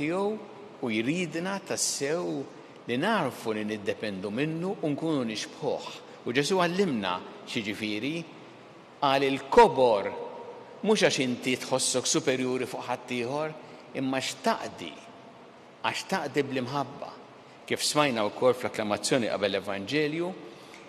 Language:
Maltese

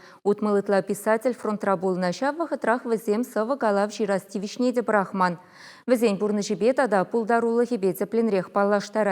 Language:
Chuvash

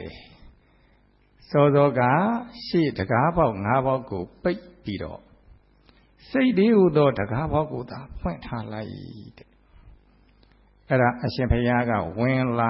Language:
Burmese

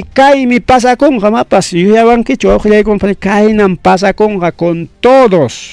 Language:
Ayacucho Quechua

